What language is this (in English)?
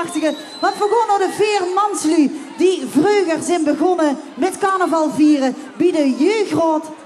Limburgish